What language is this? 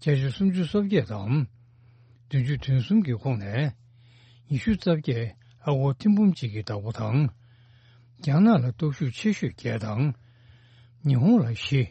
Tibetan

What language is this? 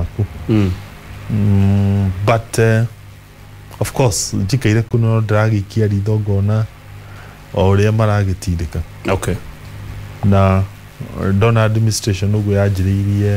Kikuyu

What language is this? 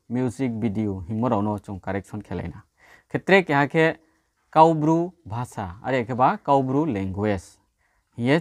Riang (India)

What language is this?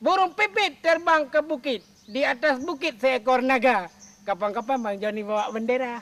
Achinese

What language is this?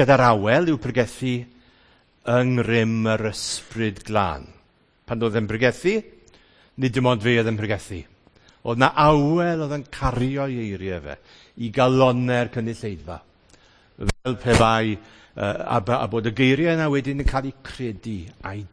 Welsh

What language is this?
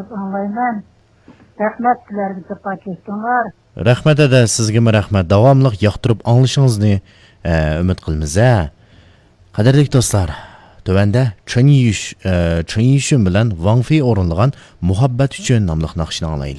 Uyghur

